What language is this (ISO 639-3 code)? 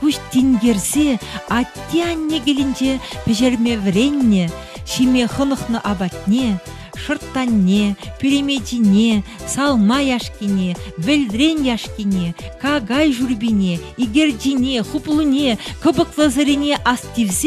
chv